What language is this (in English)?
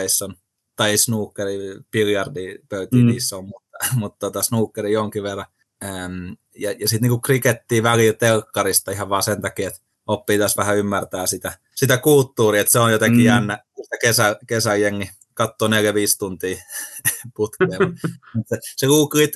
Finnish